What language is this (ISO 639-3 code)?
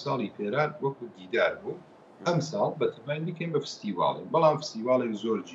ckb